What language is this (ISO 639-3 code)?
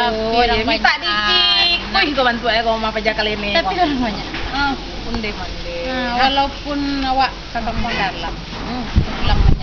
min